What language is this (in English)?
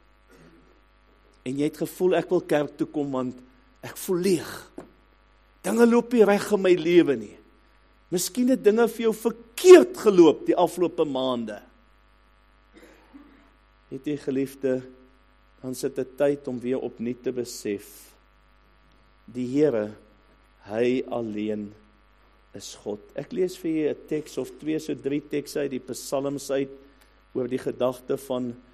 Afrikaans